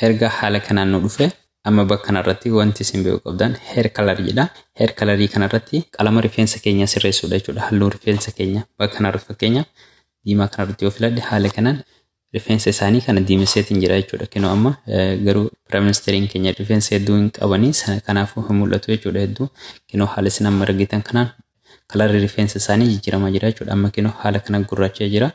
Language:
Oromo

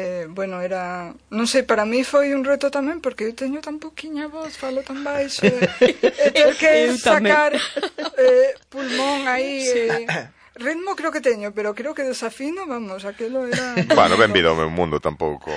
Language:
Galician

